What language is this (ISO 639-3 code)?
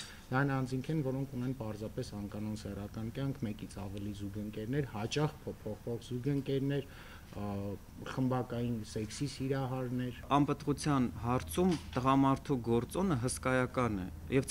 hye